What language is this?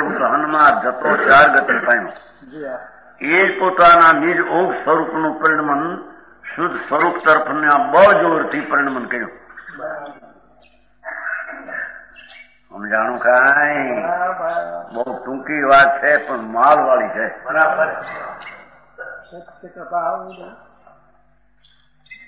Gujarati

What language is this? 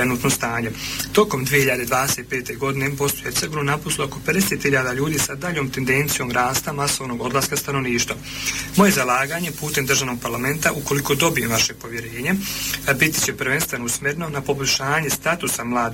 Bosnian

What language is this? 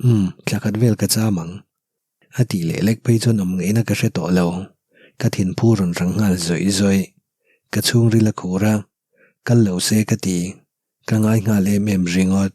Mizo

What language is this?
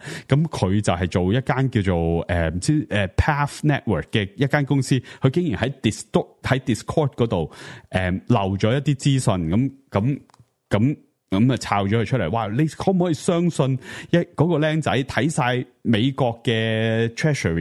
Cantonese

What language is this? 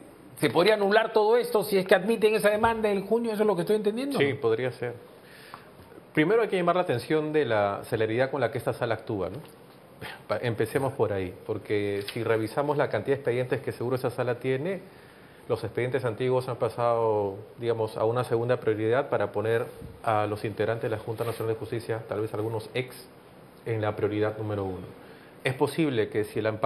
Spanish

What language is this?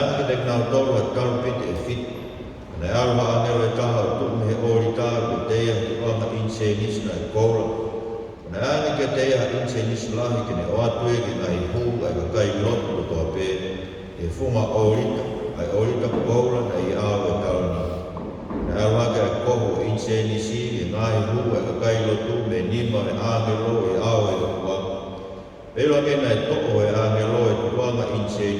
Tongan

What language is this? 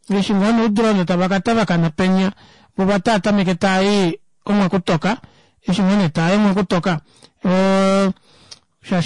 Kuanyama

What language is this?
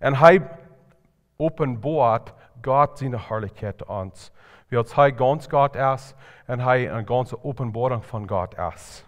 Plautdietsch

